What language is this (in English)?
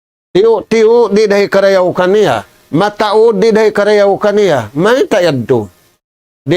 Tausug